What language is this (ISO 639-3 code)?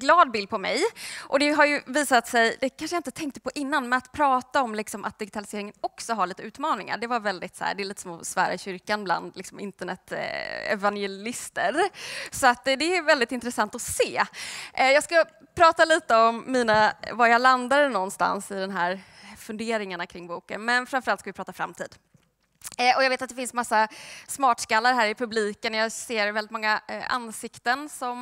swe